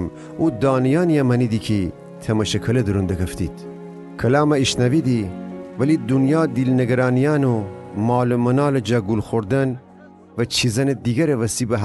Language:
Gilaki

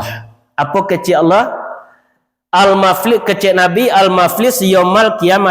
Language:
Minangkabau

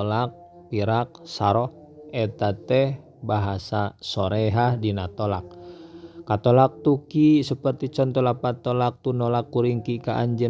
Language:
Sundanese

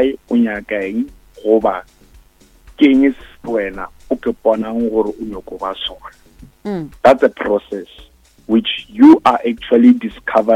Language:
Northern Sotho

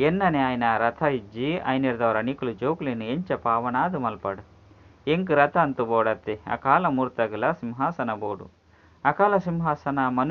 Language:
Tulu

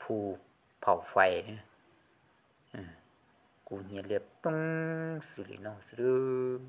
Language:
Hmong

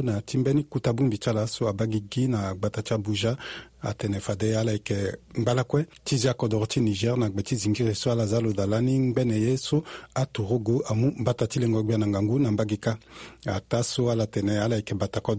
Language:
Sango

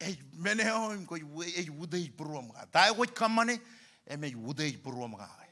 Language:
Marshallese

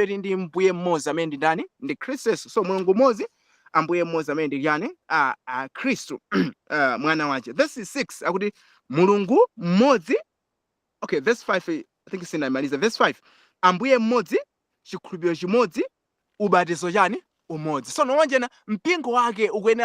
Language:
Nyanja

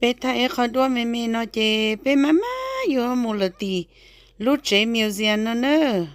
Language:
Hmong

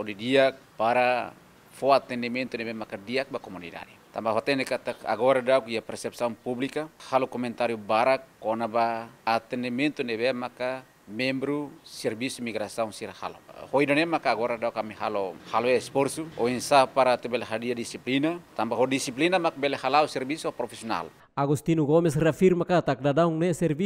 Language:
Tetum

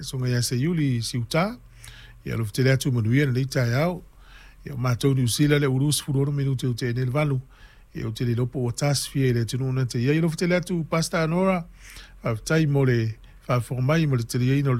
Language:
Samoan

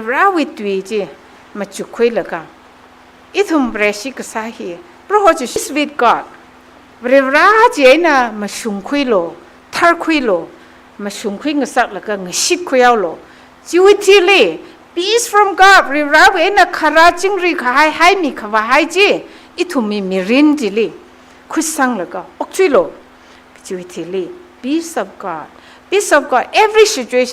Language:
Tangkhul Naga (India)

